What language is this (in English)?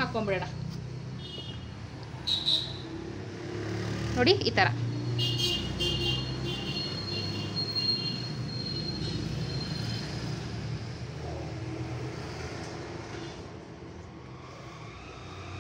Kannada